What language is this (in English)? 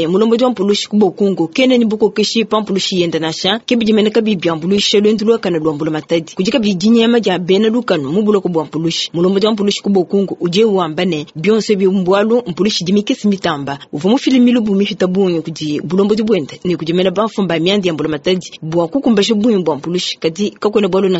Luba-Lulua